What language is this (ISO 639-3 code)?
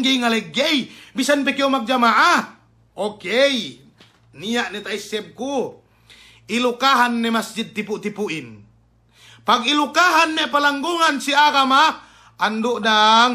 yka